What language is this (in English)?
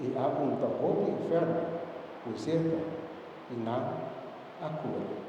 Papiamento